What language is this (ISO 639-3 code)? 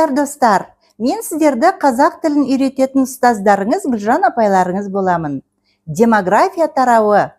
kaz